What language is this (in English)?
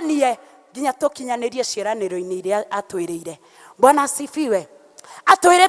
Kikuyu